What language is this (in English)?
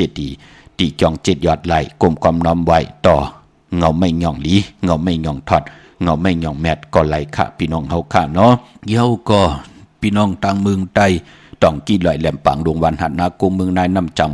Shan